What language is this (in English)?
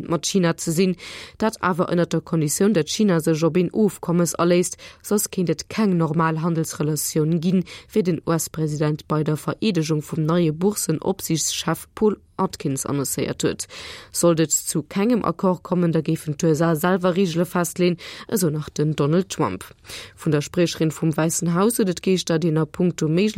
Luxembourgish